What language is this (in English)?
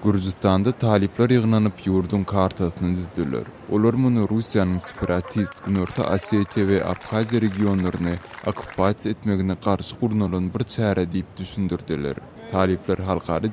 Turkmen